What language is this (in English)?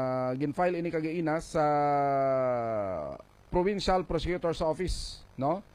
Hiligaynon